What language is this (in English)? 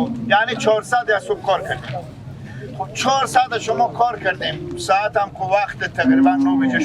Persian